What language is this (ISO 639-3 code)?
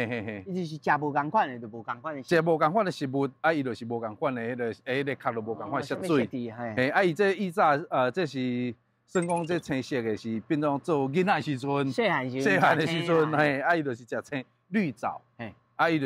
nan